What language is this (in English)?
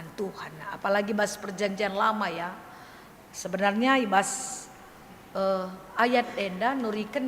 Batak Karo